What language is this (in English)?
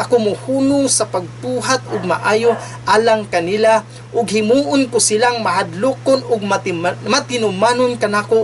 Cebuano